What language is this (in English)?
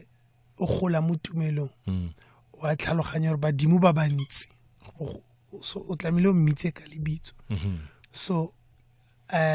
Tswana